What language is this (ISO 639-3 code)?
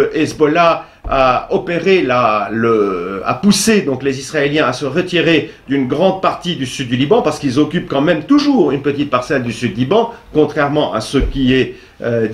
fra